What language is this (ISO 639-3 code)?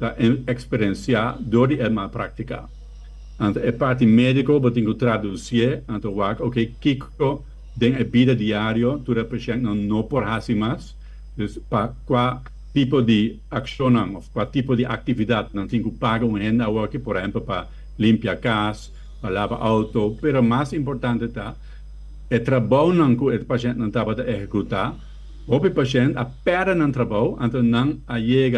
pap